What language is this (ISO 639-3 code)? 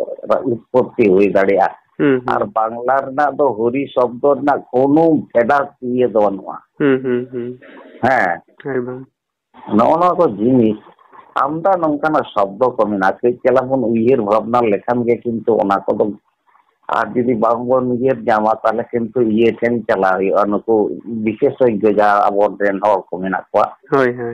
sat